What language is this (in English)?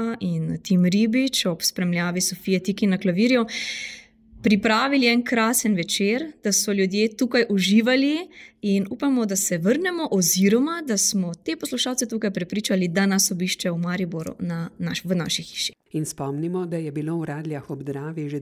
Slovenian